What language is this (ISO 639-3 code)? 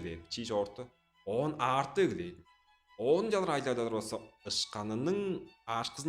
tyv